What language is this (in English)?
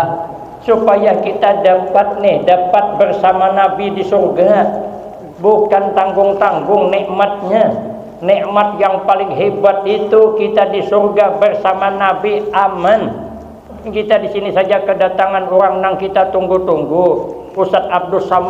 Banjar